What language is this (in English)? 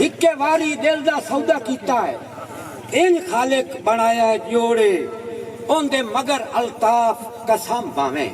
Saraiki